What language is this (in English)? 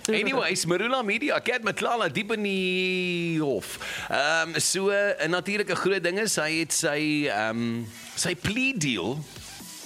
Afrikaans